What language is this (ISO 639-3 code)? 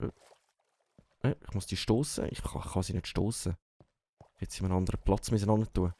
gsw